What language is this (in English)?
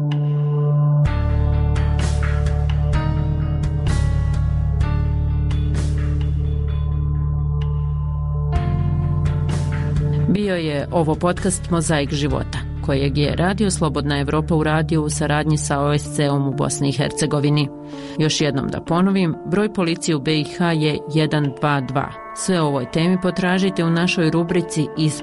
Bosnian